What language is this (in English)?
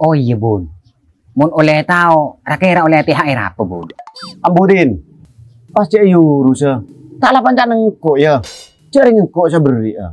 Madurese